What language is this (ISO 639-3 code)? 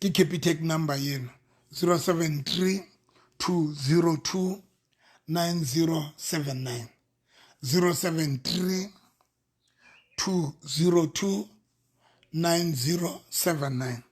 sot